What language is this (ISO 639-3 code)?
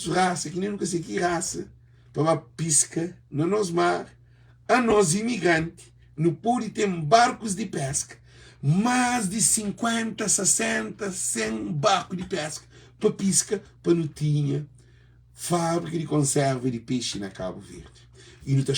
kea